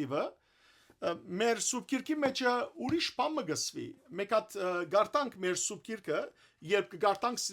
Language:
Western Armenian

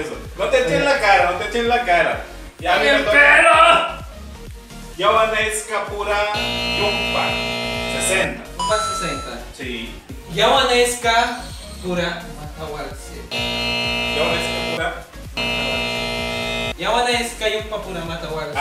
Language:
Spanish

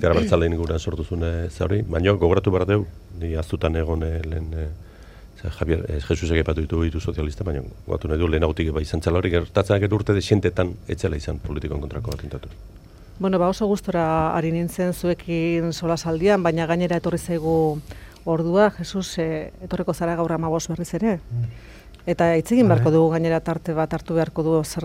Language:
Basque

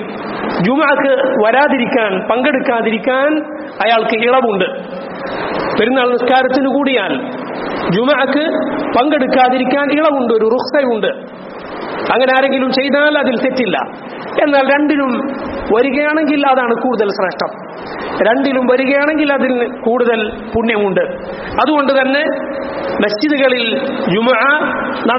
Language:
Malayalam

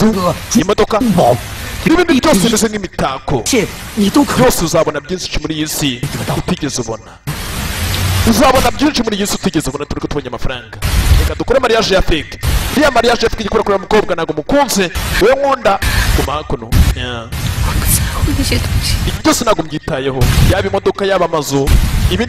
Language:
Kinyarwanda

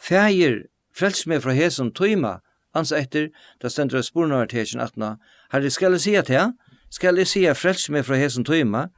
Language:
Faroese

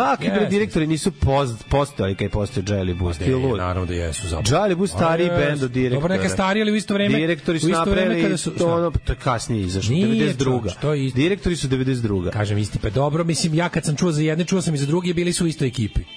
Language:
Serbian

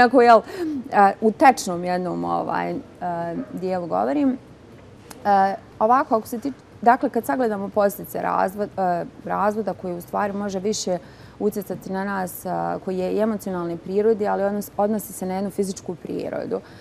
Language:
Bosnian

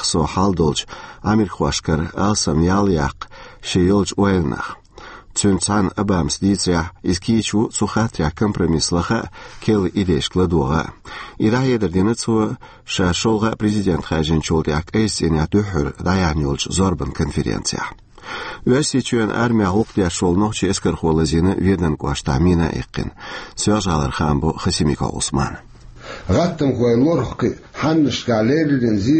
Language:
Chechen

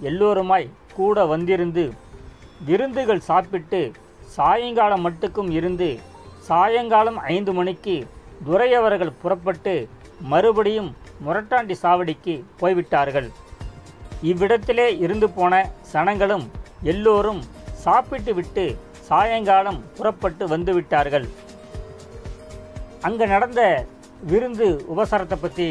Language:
Tamil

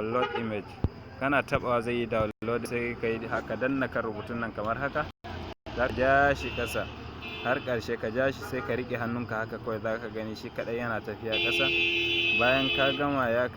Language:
Hausa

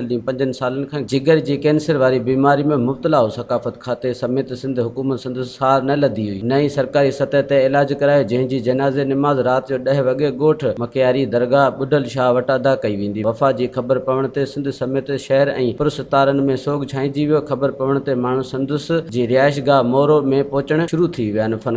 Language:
Sindhi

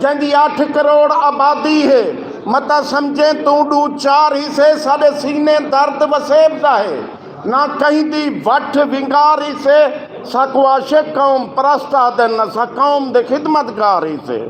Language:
Saraiki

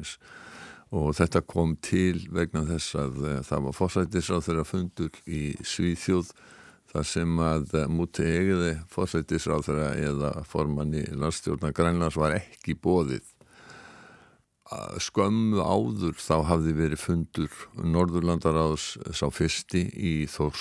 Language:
Icelandic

